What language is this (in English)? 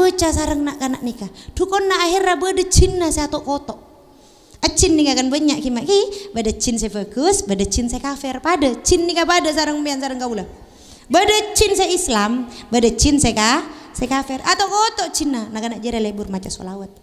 Madurese